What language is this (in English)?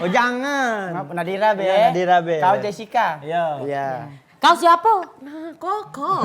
Musi